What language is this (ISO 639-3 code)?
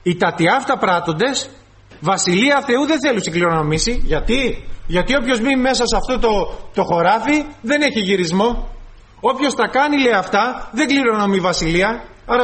ell